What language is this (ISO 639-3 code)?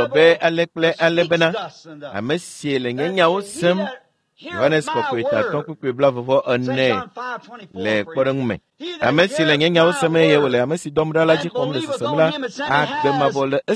ewe